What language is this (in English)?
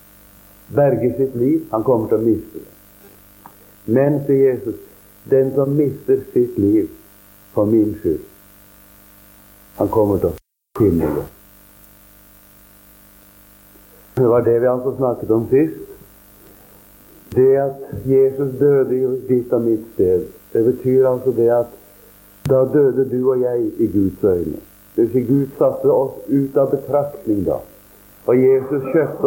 Norwegian